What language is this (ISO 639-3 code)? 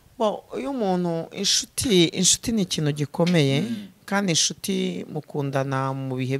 kin